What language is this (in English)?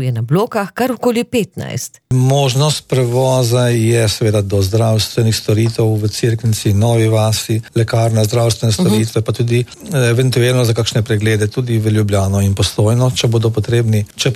Slovenian